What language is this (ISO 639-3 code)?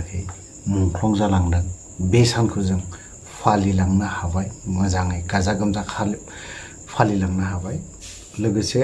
brx